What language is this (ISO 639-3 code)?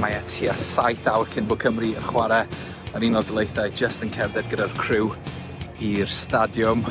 cym